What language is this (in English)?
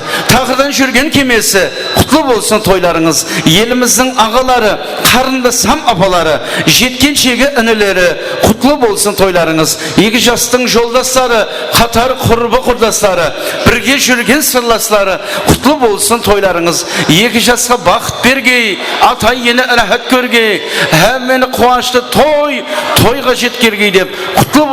Kara-Kalpak